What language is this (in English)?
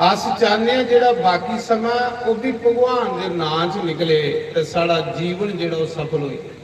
Dogri